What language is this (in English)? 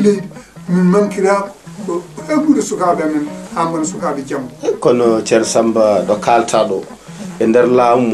Fula